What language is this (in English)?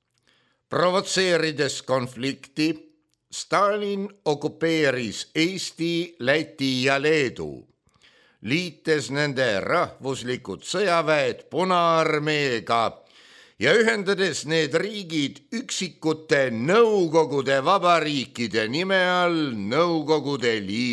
Estonian